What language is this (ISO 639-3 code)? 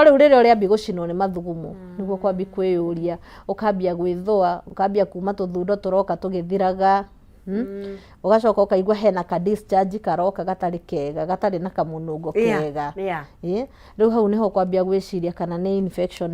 kik